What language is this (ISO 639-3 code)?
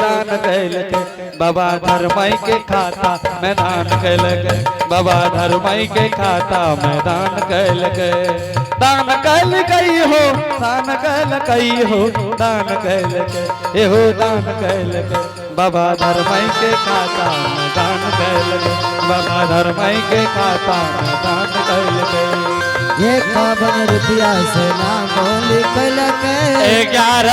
anp